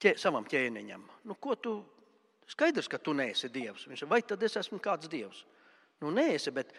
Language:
Latvian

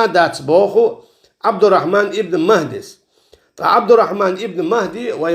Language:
Chechen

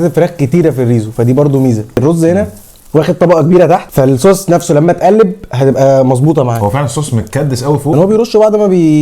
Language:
Egyptian Arabic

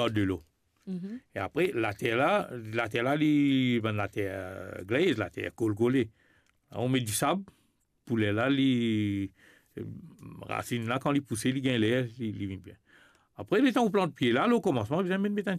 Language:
Morisyen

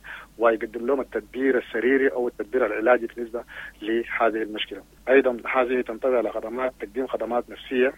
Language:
Sudanese Arabic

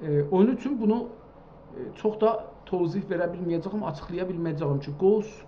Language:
South Azerbaijani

